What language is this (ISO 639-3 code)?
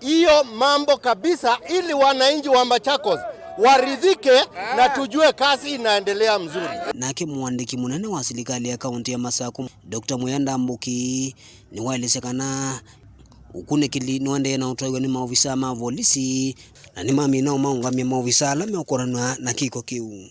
kam